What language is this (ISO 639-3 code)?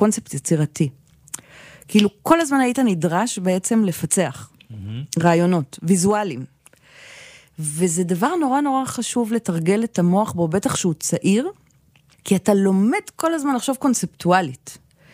heb